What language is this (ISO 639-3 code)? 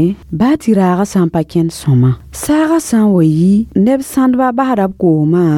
mos